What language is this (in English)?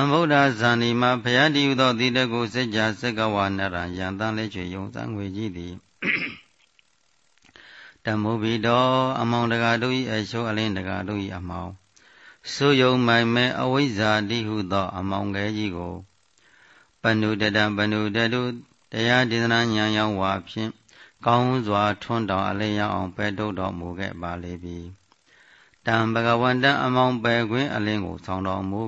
Burmese